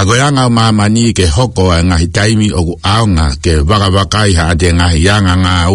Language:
Tongan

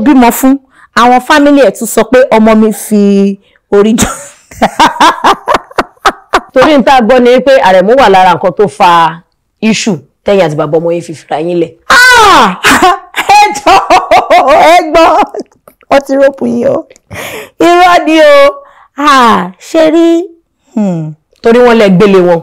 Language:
Yoruba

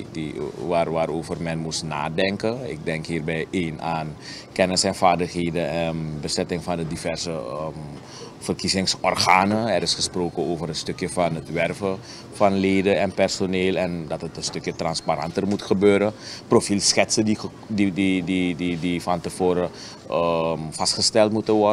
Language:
Dutch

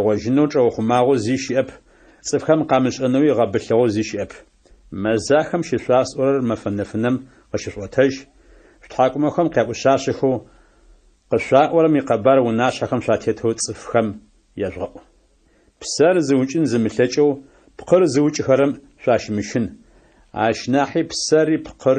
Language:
Adyghe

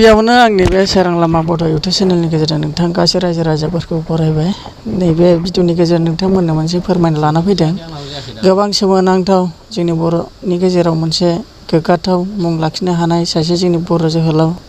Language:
Bodo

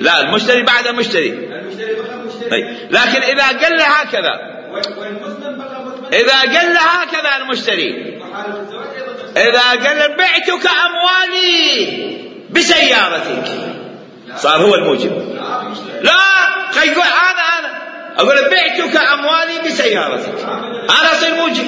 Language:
Mesopotamian Arabic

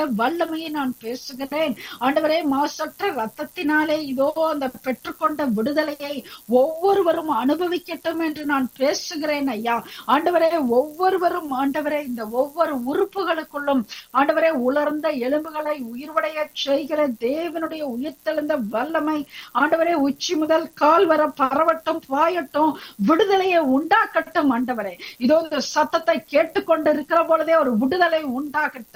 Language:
Tamil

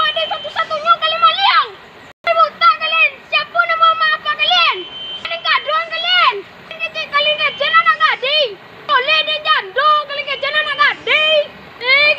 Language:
Minangkabau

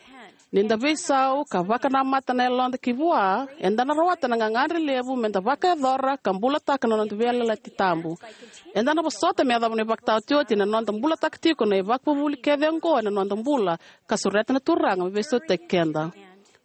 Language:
Fijian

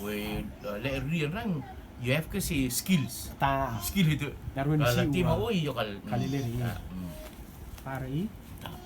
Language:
Rotuman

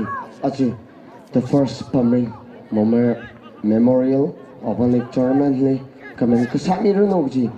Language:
Tangkhul Naga (India)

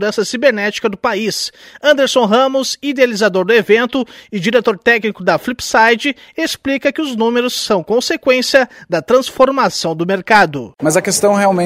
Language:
Portuguese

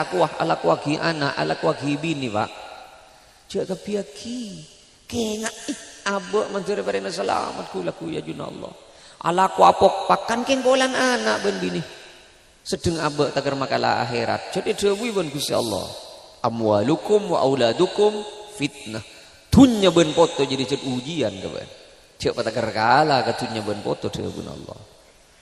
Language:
Madurese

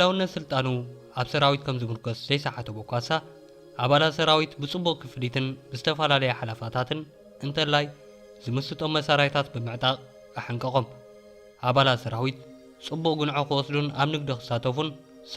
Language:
Tigrinya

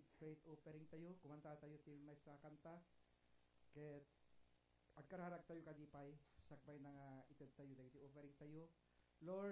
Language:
Iloko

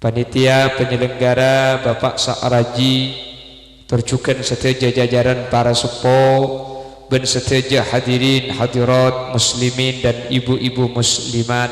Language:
Madurese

